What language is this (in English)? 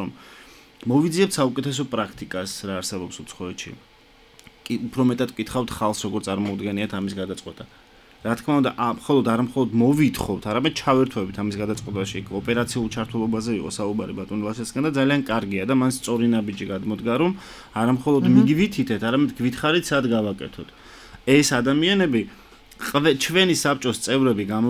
Georgian